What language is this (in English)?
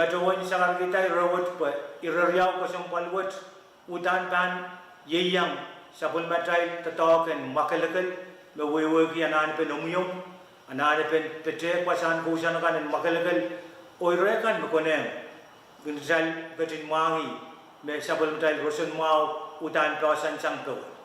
Pohnpeian